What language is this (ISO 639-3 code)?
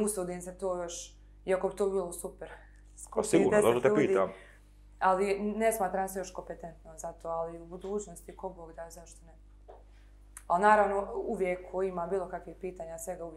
bos